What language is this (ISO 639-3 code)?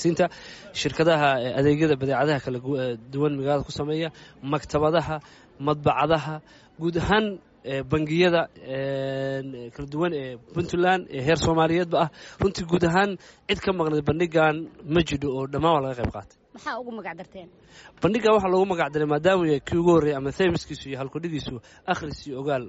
som